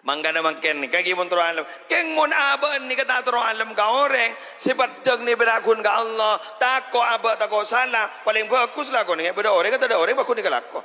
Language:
Madurese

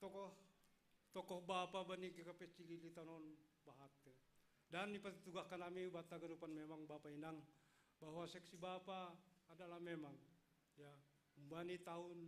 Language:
Batak Simalungun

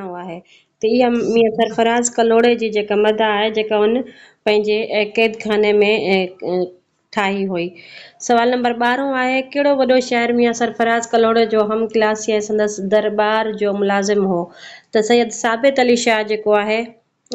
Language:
Sindhi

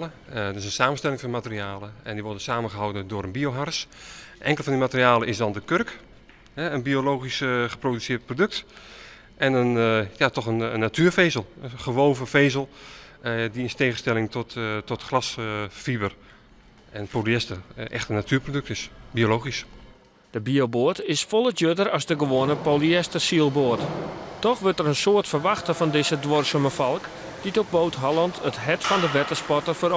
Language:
Western Frisian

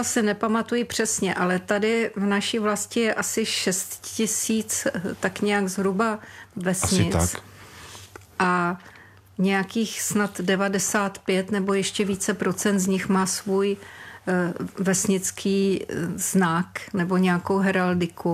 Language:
Czech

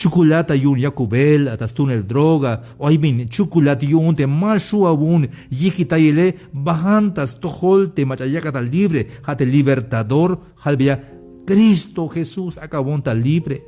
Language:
Tzeltal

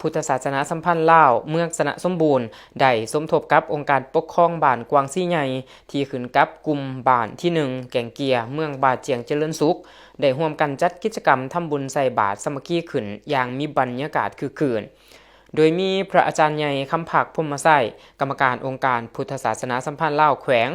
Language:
Lao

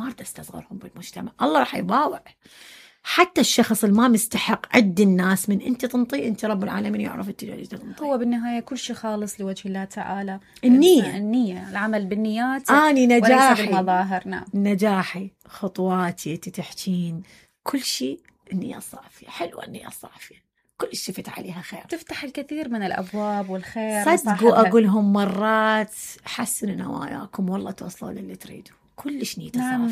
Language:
Mesopotamian Arabic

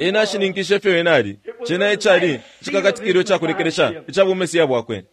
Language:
Bemba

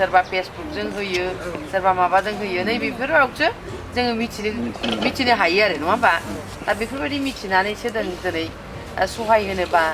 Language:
Bodo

